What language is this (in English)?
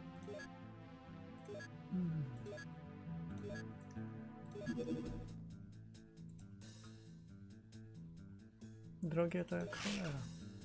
Polish